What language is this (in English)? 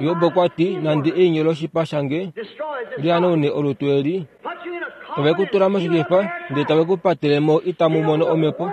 Kuanyama